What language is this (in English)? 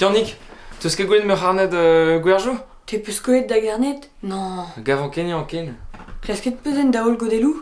Breton